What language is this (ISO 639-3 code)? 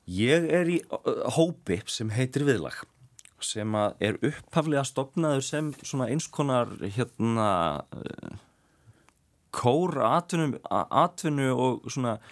isl